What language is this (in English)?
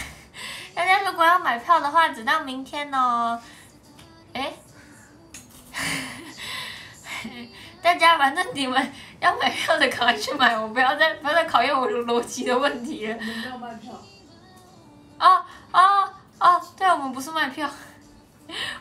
Chinese